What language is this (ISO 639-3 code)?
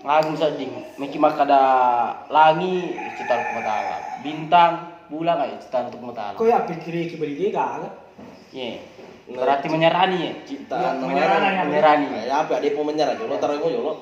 bug